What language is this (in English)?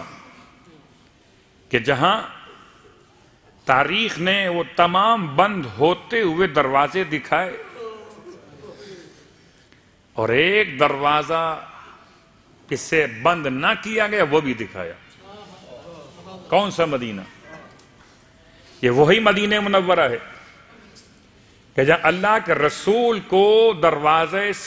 Urdu